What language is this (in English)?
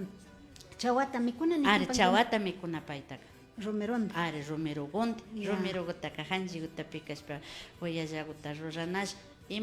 Imbabura Highland Quichua